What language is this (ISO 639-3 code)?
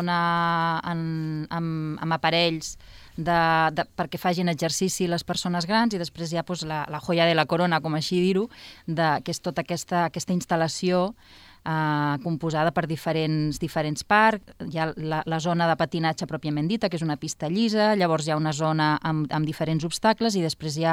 cat